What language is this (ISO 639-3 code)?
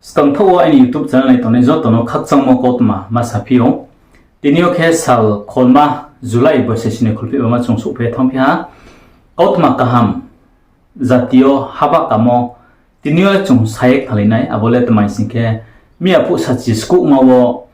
ria